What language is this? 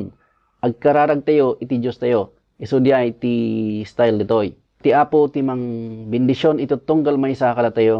Iloko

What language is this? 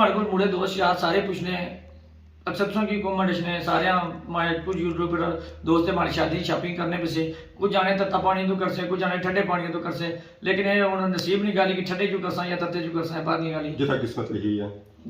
Pahari-Potwari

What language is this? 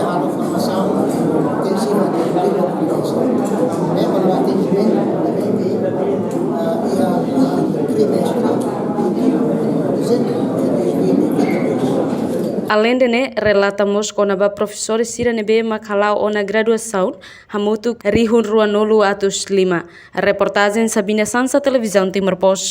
Tetum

